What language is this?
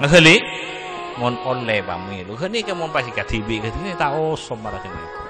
Madurese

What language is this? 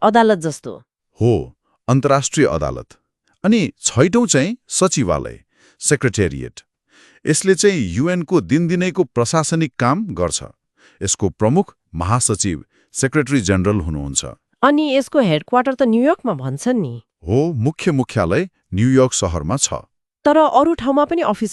Nepali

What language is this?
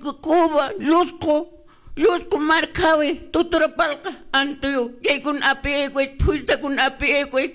Quechua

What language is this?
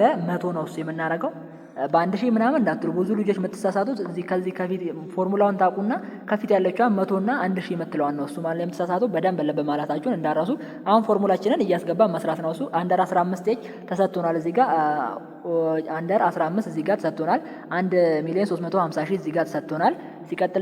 Amharic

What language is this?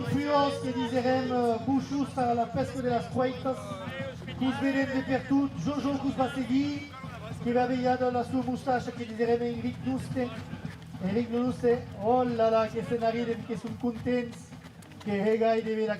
Occitan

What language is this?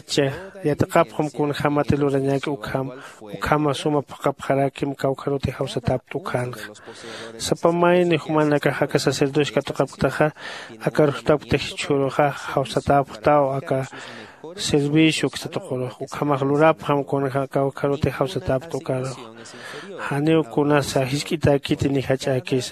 Aymara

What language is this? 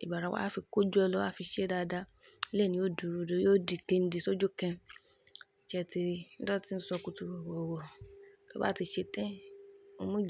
Yoruba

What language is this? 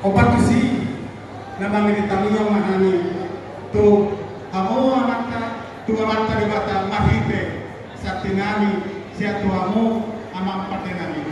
Batak Toba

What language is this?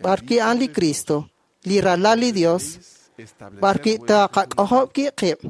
Kekchí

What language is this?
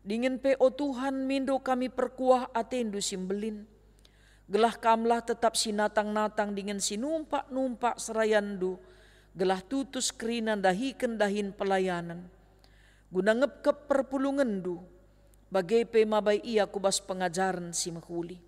Batak Karo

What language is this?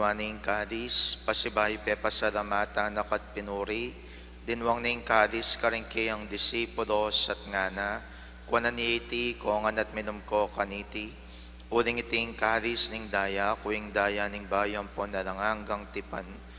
Pampanga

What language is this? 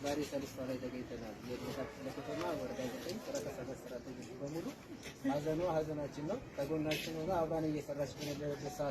Amharic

